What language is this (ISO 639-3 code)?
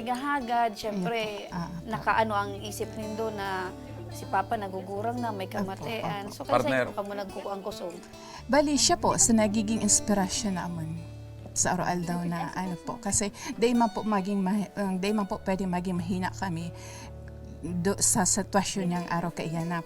bik